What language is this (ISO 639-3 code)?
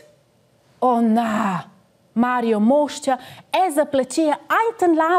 roh